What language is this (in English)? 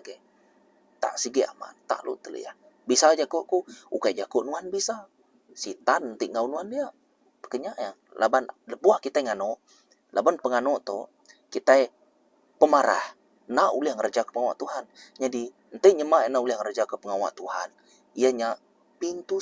Iban